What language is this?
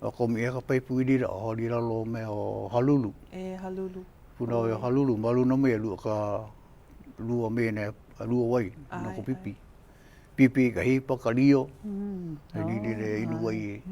Hawaiian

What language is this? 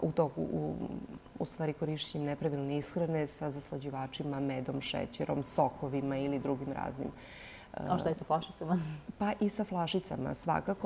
Serbian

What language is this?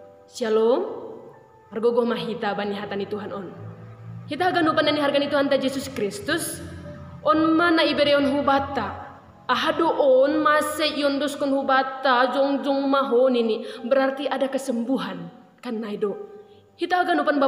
Batak Simalungun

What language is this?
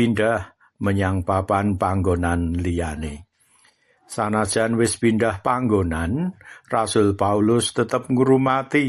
Javanese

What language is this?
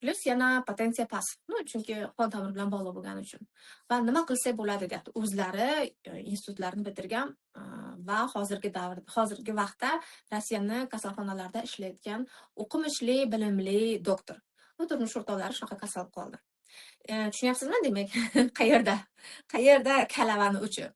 Uzbek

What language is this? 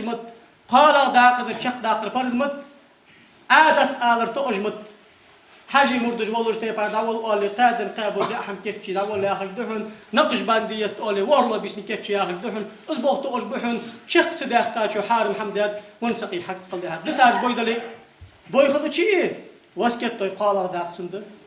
Ingush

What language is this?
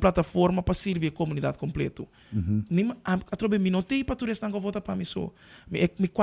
Papiamento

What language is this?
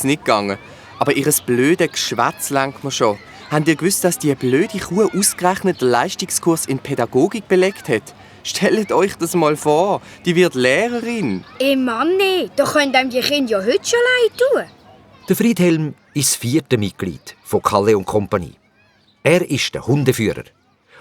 Swiss German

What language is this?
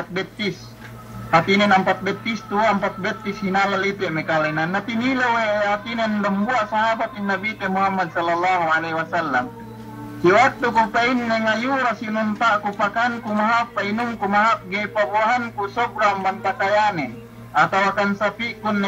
Yakan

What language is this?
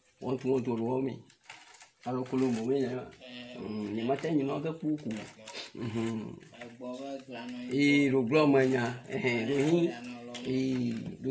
Ewe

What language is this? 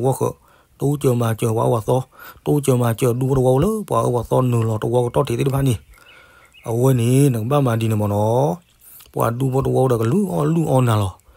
S'gaw Karen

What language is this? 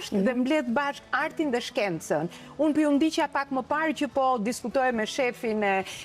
Albanian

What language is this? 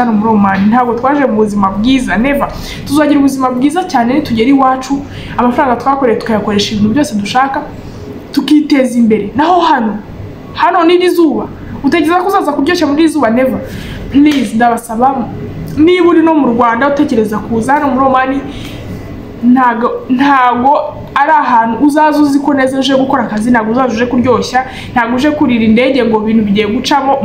Kinyarwanda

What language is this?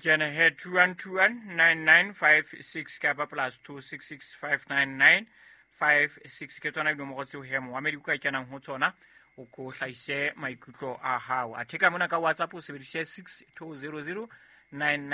Southern Sotho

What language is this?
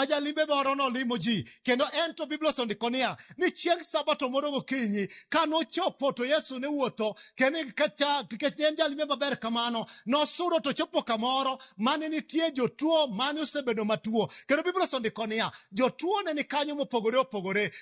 Luo (Kenya and Tanzania)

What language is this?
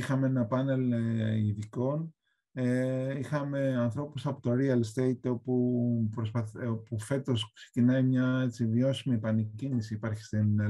Greek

